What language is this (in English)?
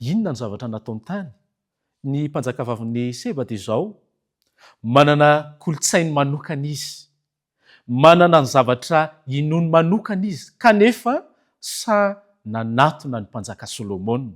Malagasy